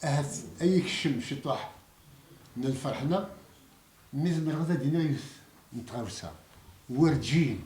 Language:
Kabyle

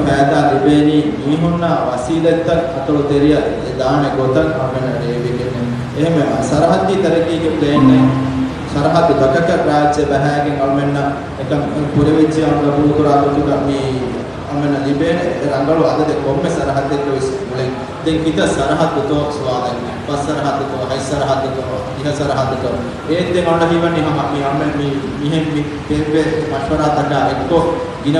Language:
Divehi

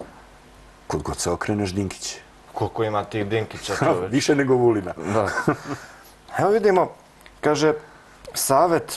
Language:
Serbian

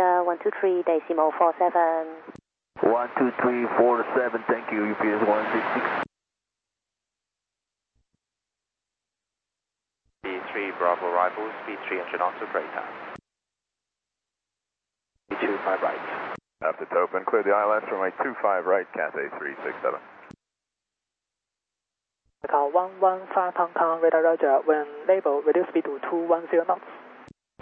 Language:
English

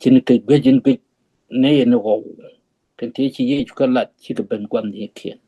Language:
Nuer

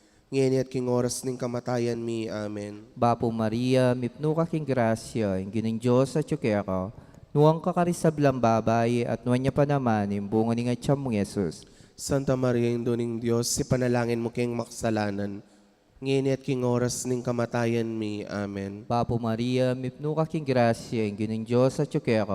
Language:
Pampanga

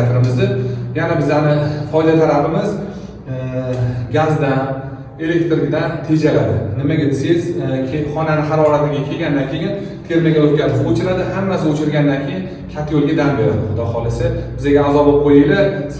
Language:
Uzbek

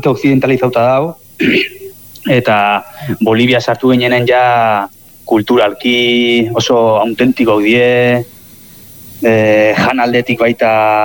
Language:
Basque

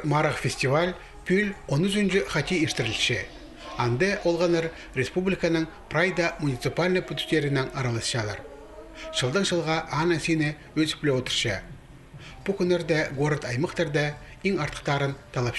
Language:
Khakas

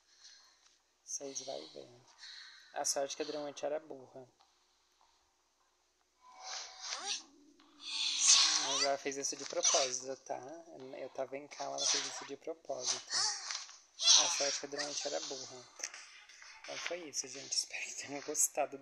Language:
Portuguese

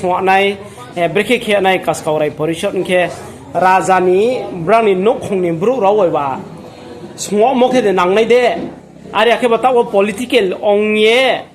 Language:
Riang (India)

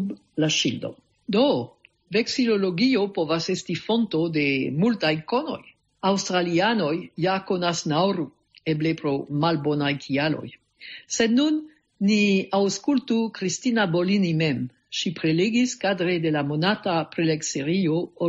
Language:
Esperanto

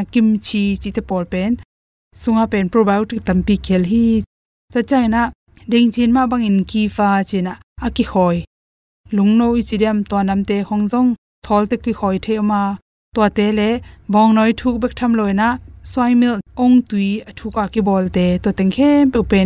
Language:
Tedim Chin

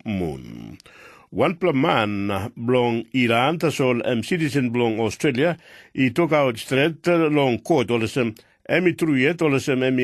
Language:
Tok Pisin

